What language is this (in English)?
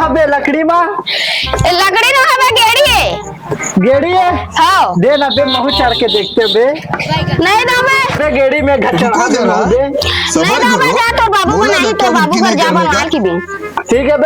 Chhattisgarhi